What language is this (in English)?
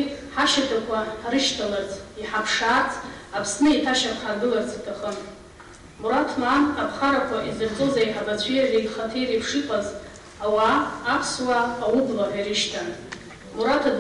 Abkhazian